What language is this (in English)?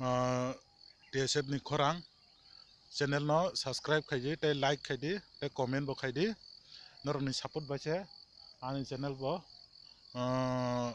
Kok Borok